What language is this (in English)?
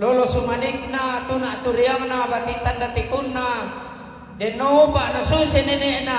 Toraja-Sa'dan